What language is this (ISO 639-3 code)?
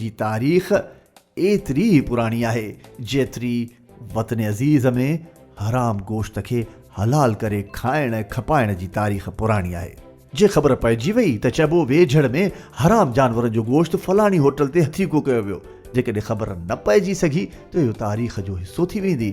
snd